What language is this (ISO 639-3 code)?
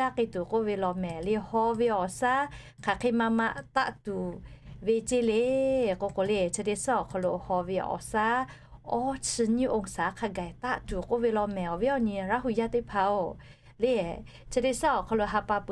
lhu